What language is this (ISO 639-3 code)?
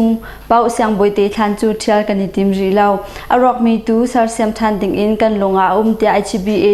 cnh